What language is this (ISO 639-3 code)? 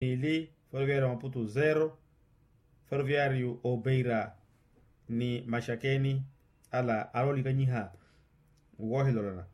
vmw